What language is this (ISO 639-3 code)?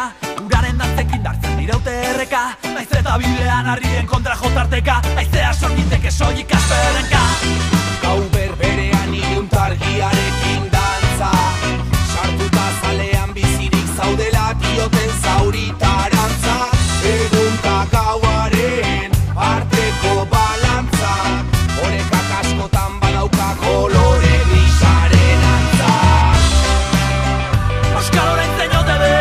eus